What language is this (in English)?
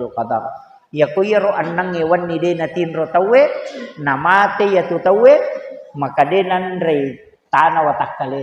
Buginese